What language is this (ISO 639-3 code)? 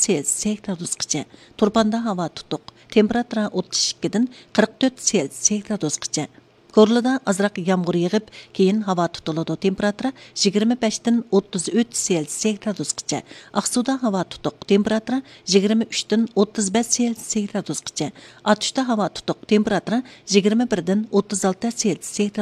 uig